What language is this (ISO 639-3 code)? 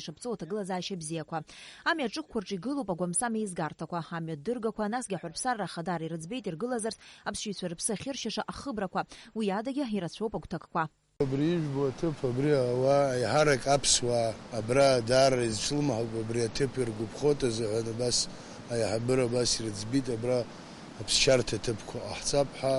abk